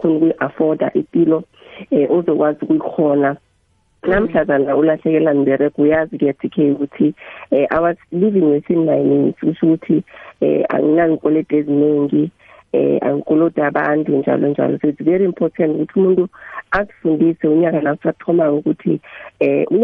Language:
South Ndebele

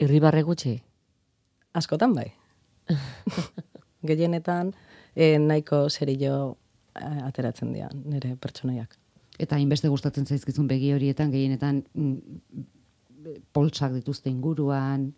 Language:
Basque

